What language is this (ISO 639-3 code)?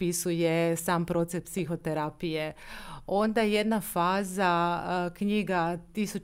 hrv